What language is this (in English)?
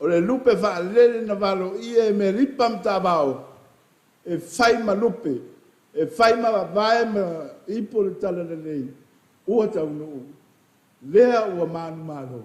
Samoan